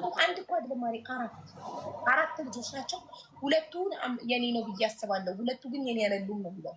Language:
Amharic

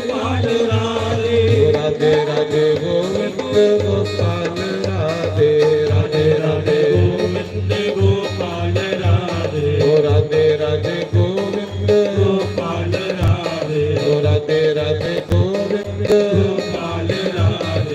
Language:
Dogri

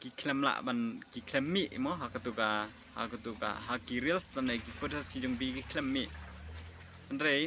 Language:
Khasi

